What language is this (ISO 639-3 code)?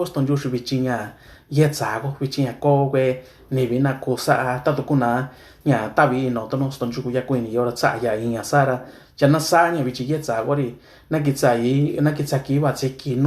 mix